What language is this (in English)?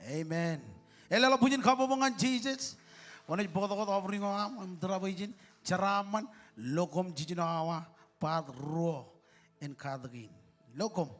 Marshallese